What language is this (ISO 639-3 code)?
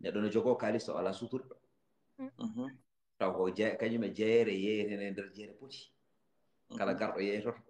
ful